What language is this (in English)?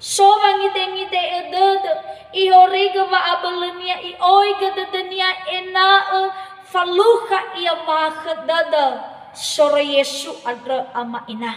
Nias